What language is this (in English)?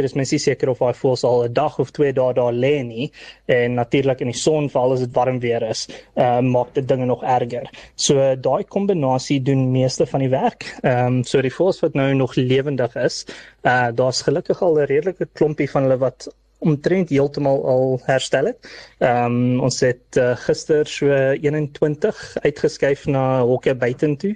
Afrikaans